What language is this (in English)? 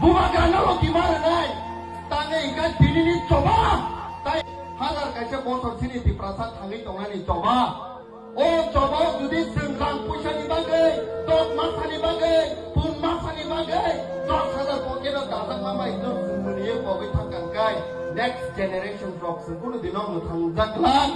Kok Borok